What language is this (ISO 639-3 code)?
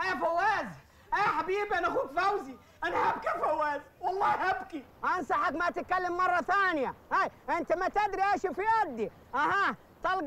arz